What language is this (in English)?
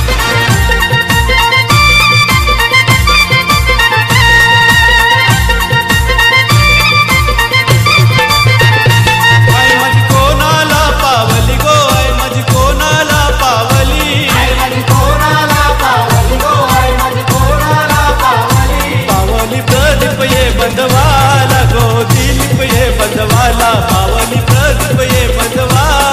Marathi